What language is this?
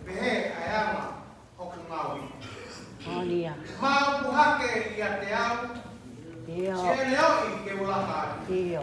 Tongan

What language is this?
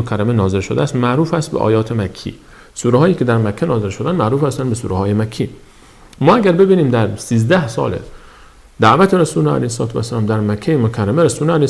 Persian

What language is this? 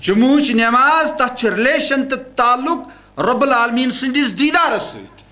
Kashmiri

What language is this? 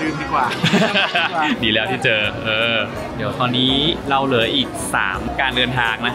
Thai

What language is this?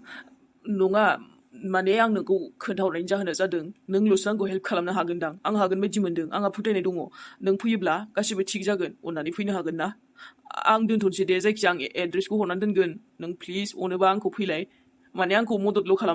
Bodo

